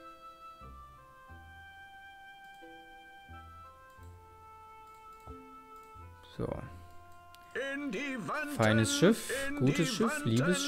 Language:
German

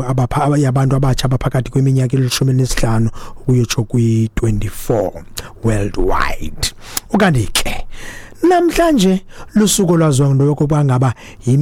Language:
Xhosa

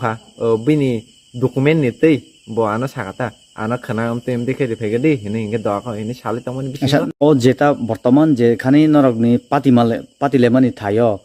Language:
Kok Borok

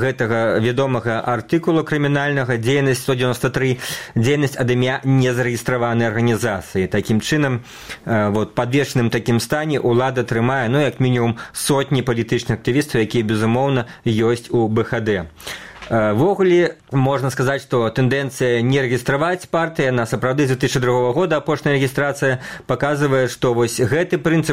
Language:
Belarusian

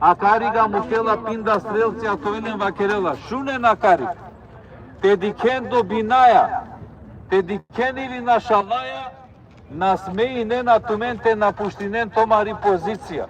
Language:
Balkan Romani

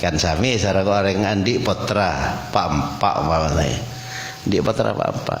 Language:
Madurese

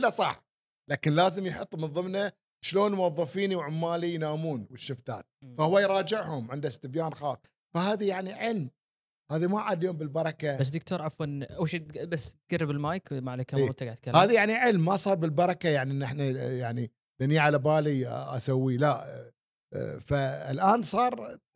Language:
Gulf Arabic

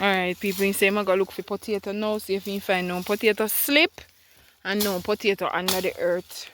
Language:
Jamaican Creole English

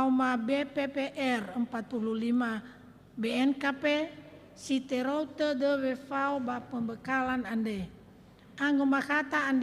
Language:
Nias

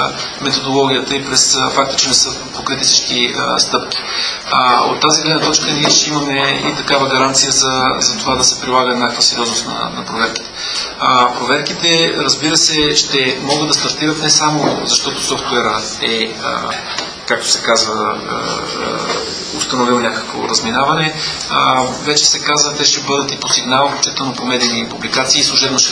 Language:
Bulgarian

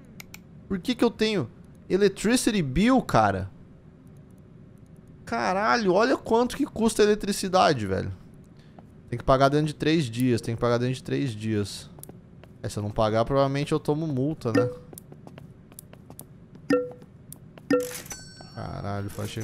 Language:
Portuguese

